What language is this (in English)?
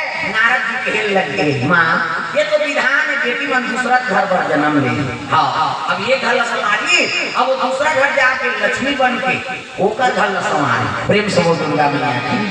Chhattisgarhi